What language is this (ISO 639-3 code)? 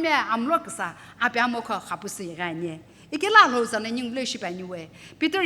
nsm